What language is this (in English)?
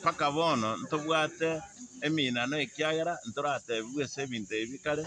Gusii